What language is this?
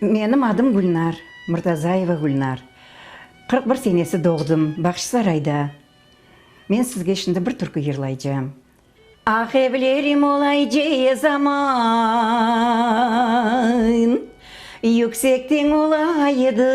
Crimean Tatar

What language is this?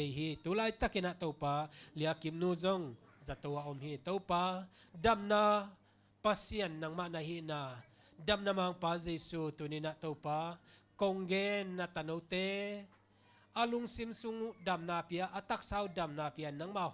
Tedim Chin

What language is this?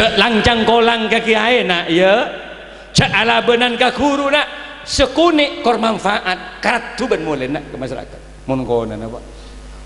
Madurese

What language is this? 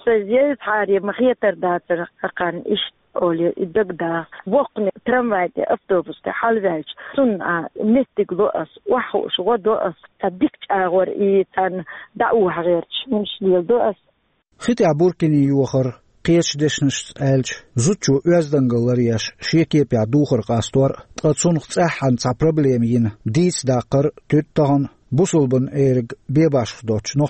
Chechen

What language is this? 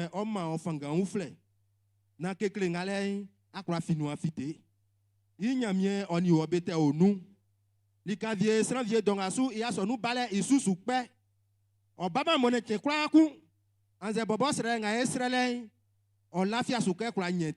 Baoulé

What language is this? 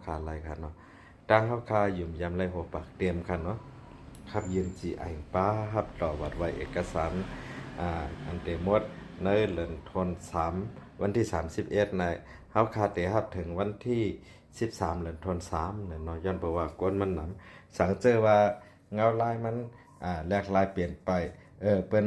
Shan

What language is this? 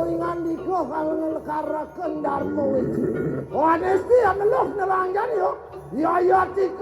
Balinese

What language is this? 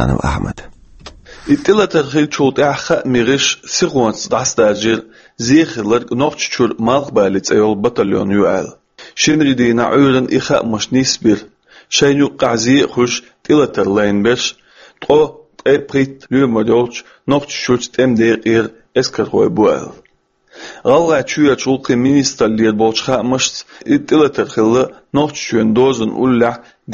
Chechen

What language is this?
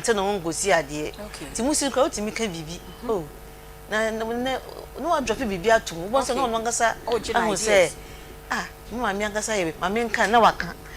Akan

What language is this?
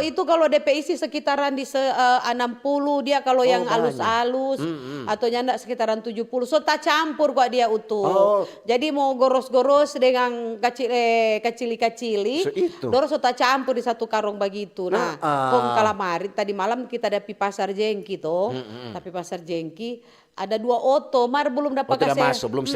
Manado Malay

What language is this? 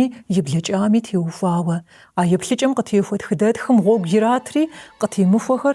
Kabardian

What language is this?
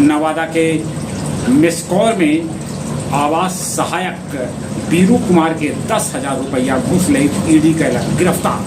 Magahi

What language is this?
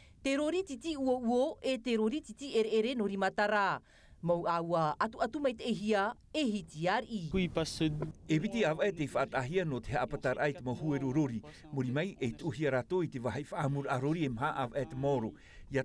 Tahitian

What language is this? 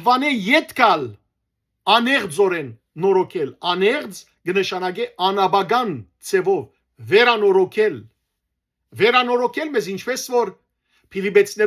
Western Armenian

